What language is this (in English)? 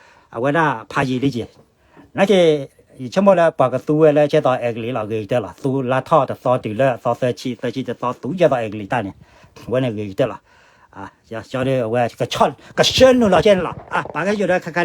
S'gaw Karen